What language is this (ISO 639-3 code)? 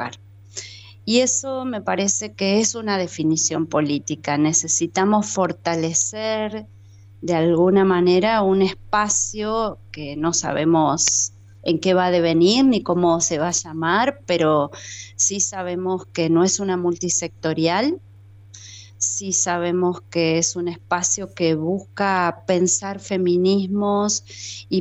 spa